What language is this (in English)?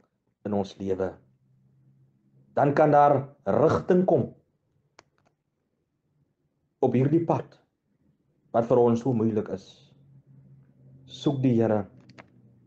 Afrikaans